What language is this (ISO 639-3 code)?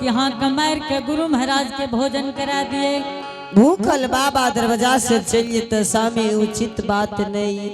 anp